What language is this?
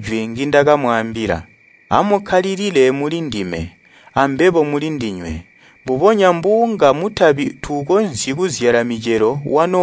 Tonga (Zambia)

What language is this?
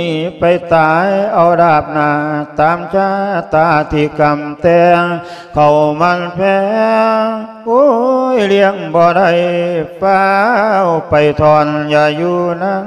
Lao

